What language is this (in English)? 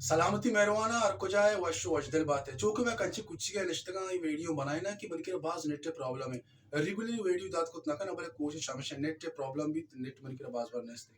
Baluchi